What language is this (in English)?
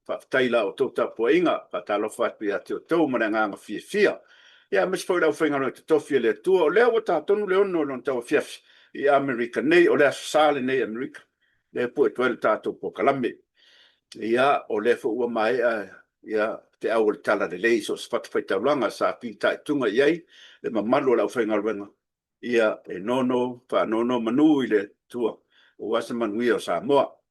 Samoan